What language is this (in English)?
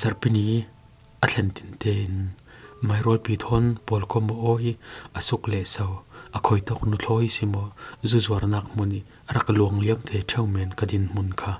Falam Chin